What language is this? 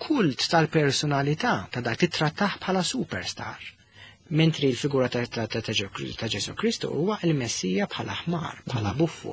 Maltese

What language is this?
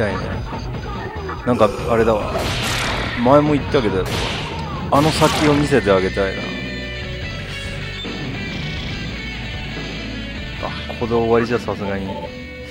Japanese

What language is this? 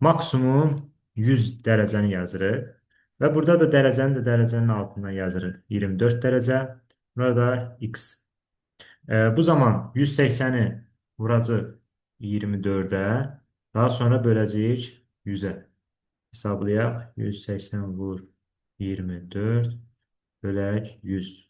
Azerbaijani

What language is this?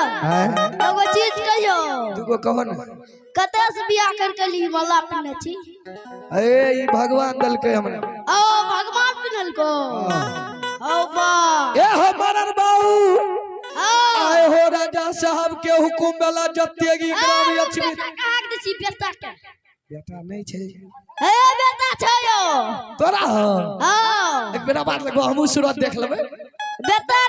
Maithili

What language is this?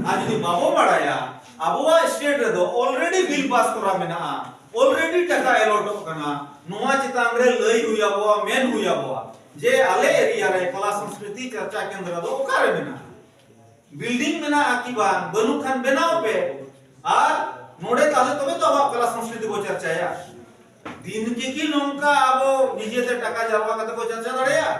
Santali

